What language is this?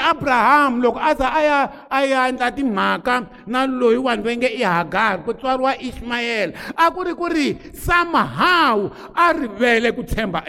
Tsonga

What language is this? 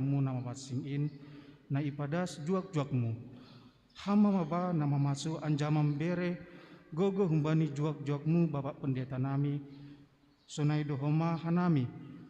Batak Simalungun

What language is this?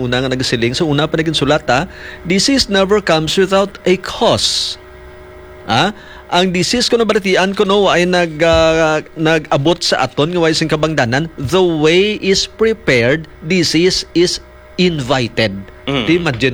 Hiligaynon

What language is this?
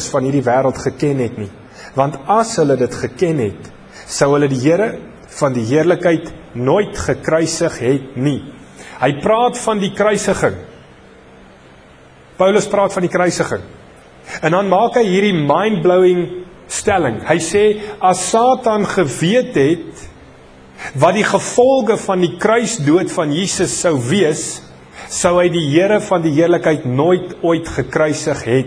Afrikaans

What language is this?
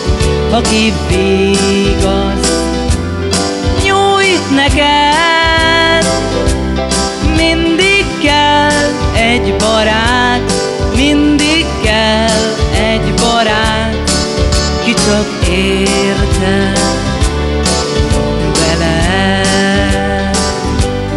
Hungarian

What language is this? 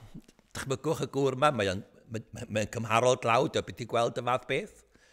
Welsh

